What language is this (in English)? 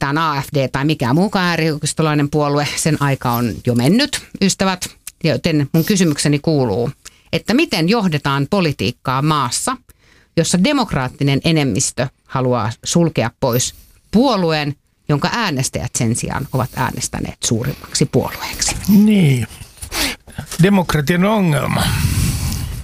Finnish